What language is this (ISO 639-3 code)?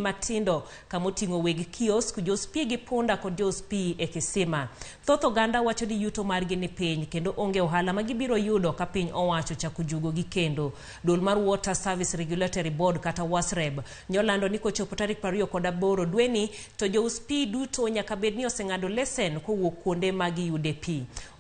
luo